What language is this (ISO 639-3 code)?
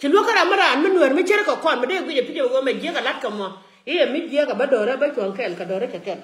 nus